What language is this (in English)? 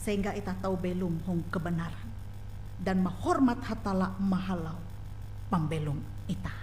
Ngaju